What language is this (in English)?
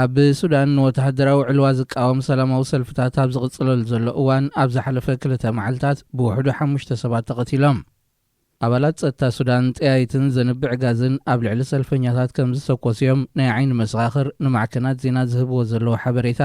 Tigrinya